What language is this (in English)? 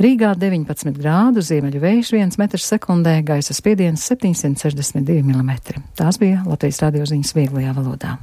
Latvian